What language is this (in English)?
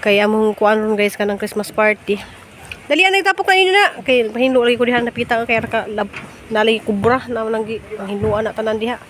Cebuano